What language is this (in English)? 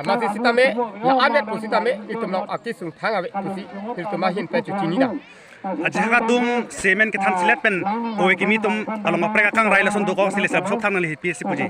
Karbi